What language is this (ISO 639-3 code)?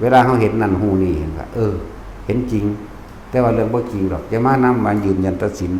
tts